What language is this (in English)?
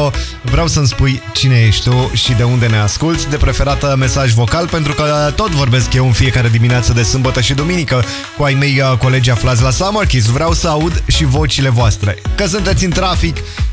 Romanian